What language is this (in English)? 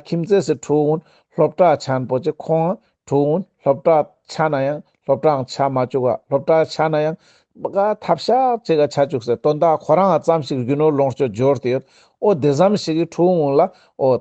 Ladakhi